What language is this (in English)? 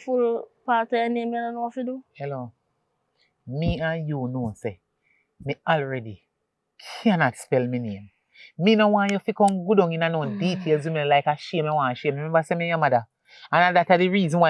Jamaican Creole English